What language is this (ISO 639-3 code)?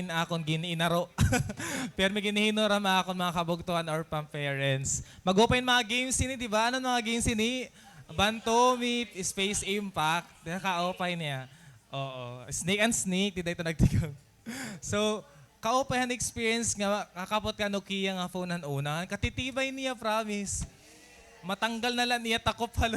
war